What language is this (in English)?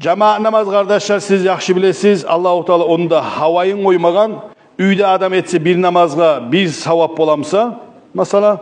Kumyk